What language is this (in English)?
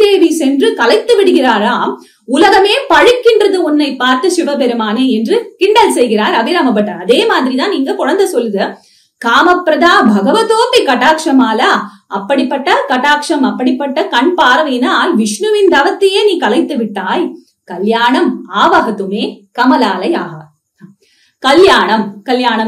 Tamil